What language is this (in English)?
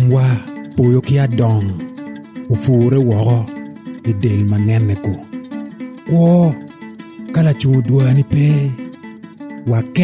Acoli